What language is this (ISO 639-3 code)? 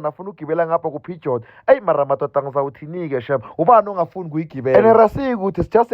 zul